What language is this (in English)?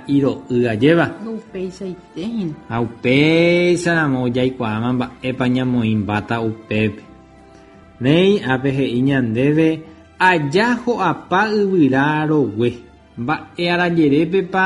Guarani